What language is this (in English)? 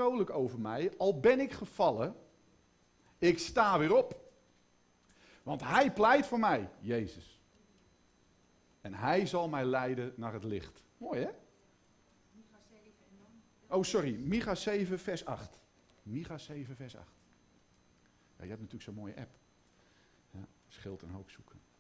Dutch